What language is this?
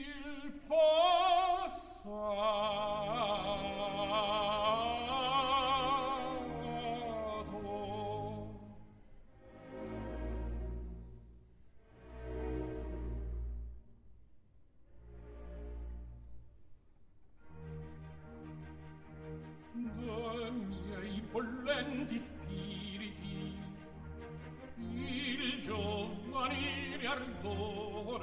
Polish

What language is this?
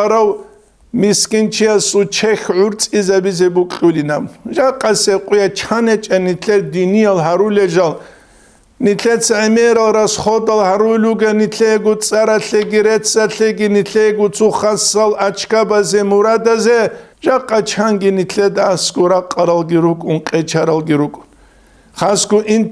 Avaric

